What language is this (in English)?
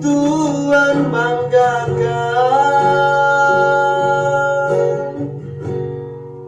Minangkabau